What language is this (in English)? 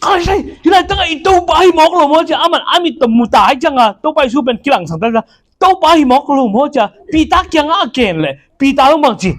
Tedim Chin